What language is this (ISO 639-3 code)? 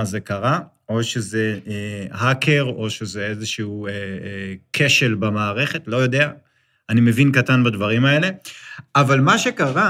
heb